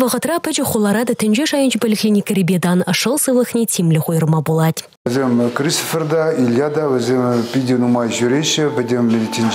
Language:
Chuvash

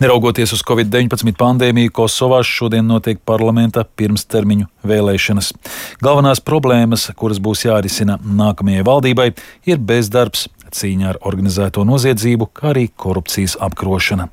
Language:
Latvian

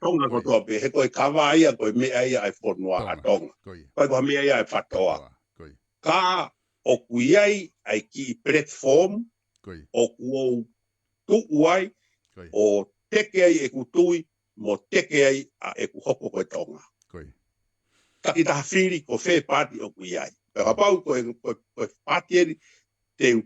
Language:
Tongan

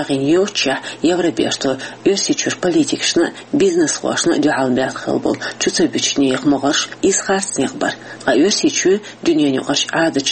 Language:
Chechen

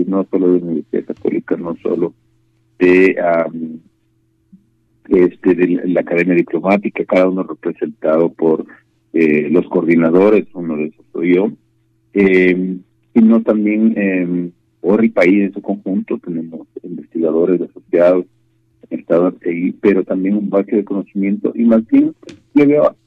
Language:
Spanish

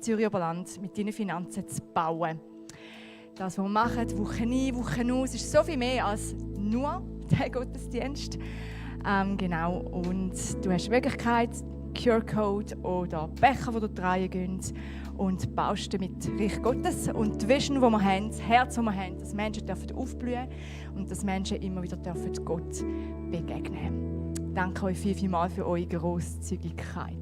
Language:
Swiss German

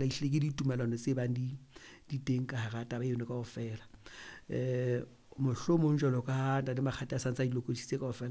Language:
Southern Sotho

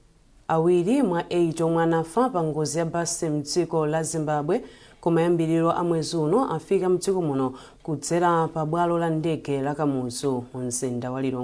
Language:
Nyanja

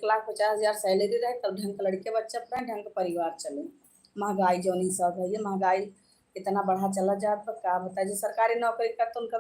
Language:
Awadhi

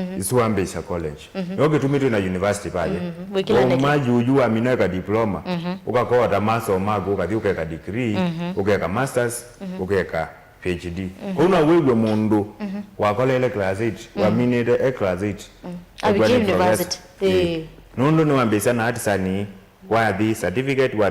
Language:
Kamba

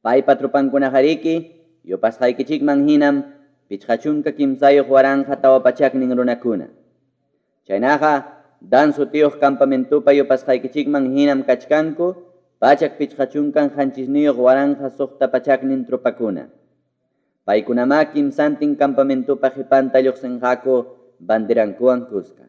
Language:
Ayacucho Quechua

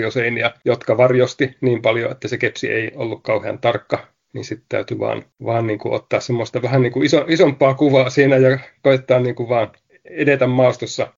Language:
Finnish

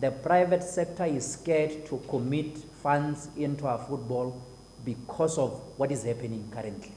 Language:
Tswana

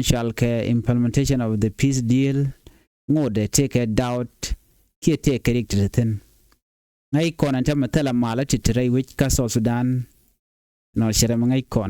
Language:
Nuer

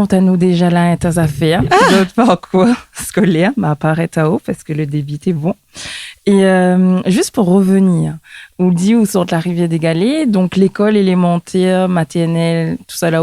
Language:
Réunion Creole French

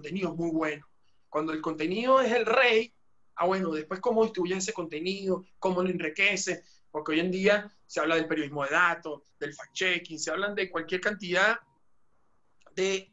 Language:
Spanish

